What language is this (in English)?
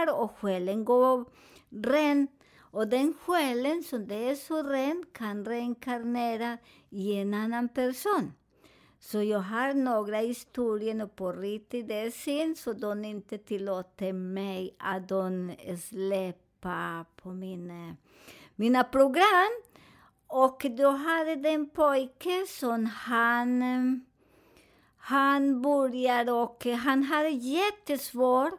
Swedish